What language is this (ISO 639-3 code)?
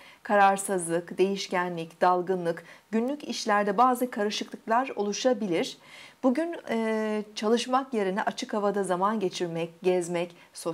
tur